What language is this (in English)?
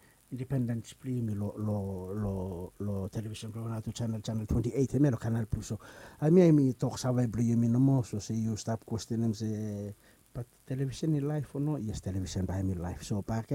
Bislama